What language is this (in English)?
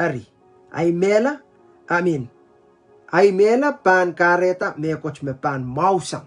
Pohnpeian